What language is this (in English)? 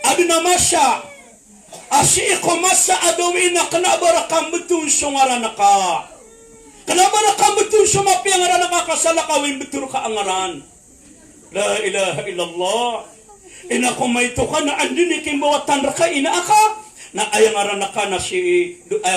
Maranao